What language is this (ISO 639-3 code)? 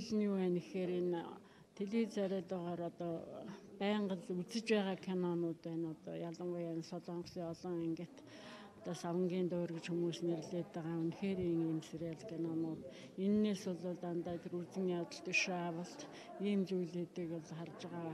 mon